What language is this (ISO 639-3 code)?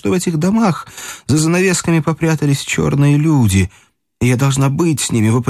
rus